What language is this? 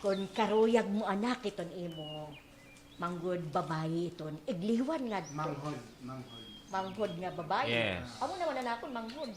Waray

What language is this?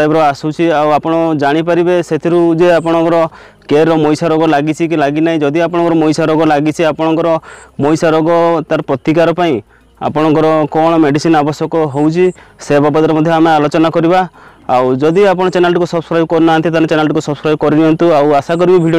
Odia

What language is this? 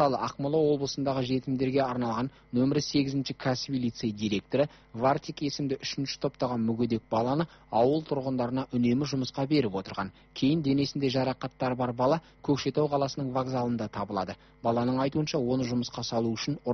Kazakh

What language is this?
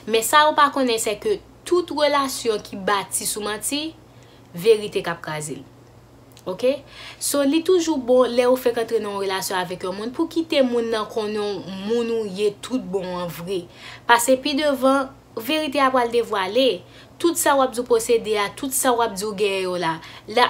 Haitian Creole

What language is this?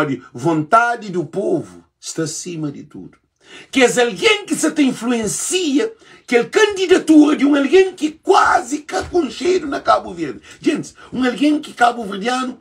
Kabuverdianu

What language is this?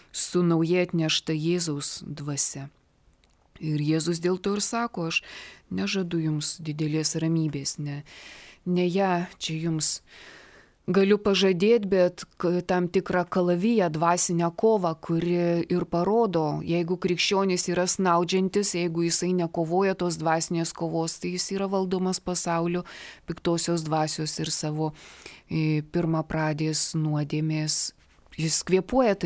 Lithuanian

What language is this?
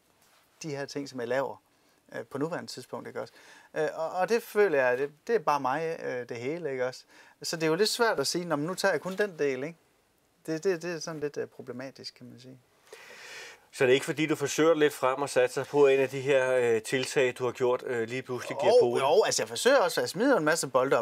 Danish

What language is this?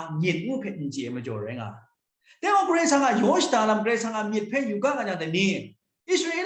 Kachin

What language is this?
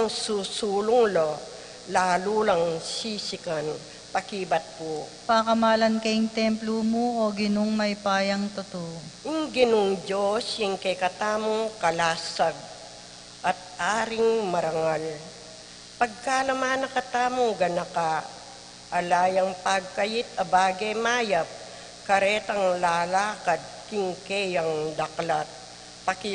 Pampanga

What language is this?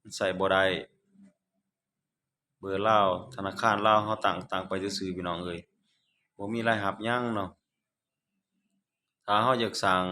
Lao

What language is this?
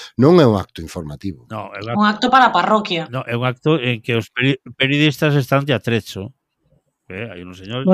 Galician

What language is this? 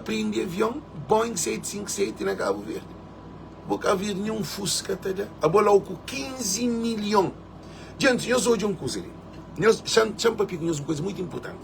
Kabuverdianu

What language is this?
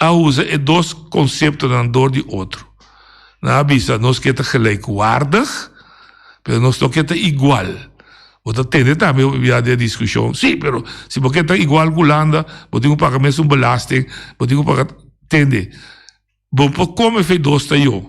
Papiamento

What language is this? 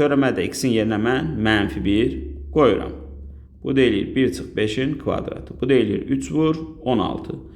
Azerbaijani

